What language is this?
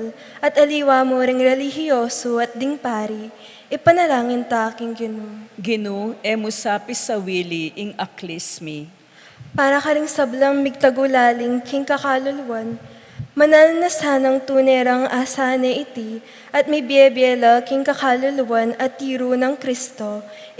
Pampanga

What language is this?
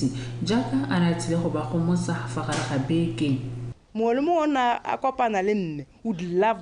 Tswana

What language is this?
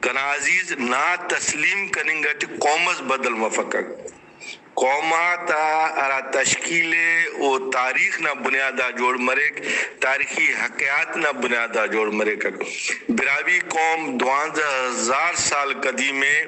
Brahui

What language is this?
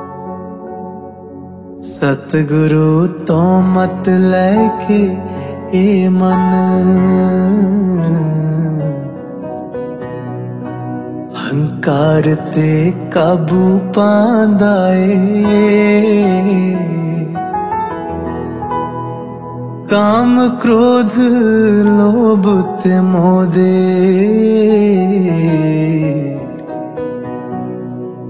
Punjabi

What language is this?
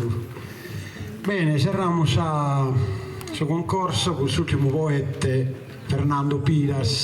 Sardinian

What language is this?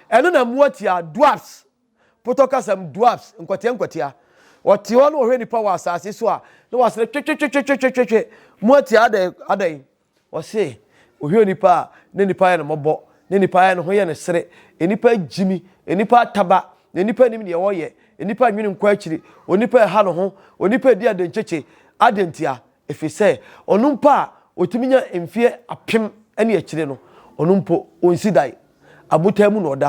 Akan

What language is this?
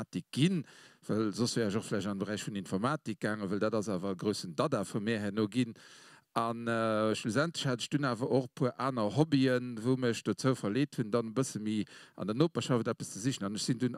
Luxembourgish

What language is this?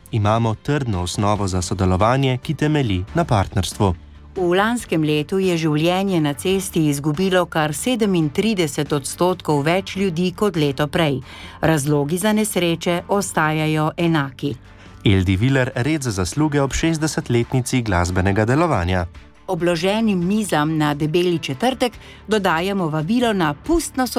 Slovenian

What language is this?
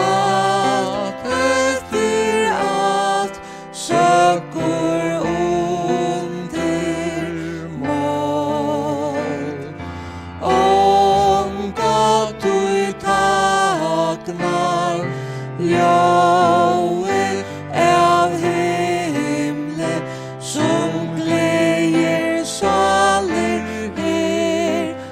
Faroese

